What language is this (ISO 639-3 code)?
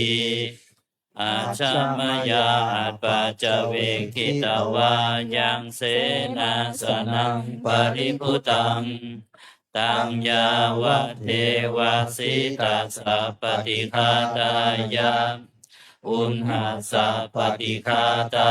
pli